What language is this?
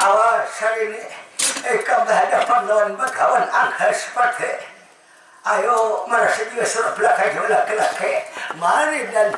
Banjar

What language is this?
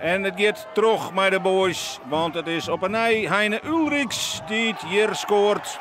Western Frisian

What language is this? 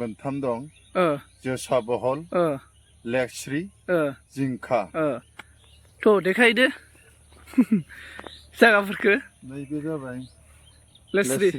Bodo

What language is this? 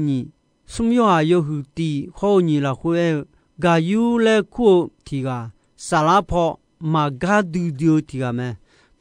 Akha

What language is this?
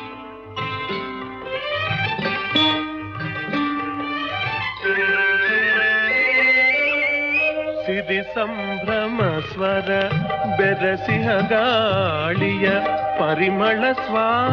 Kannada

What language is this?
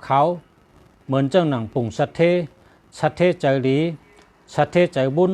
Shan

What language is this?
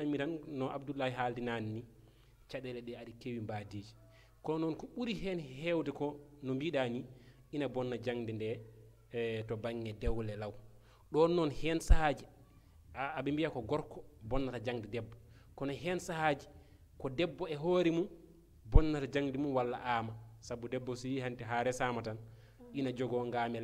Fula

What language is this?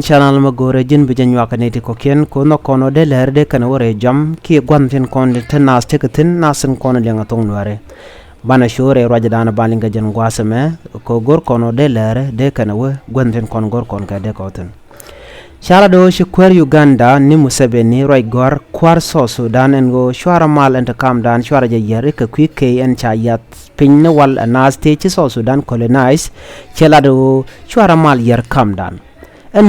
Nuer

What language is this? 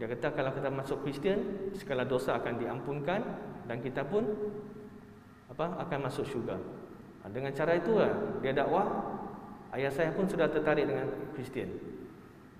Malay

